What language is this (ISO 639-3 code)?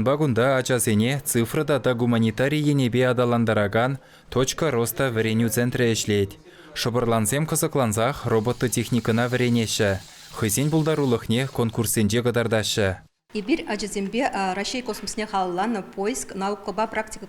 chv